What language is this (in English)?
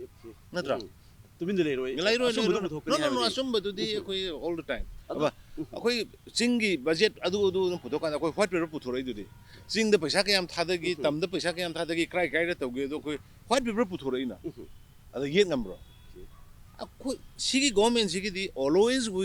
Manipuri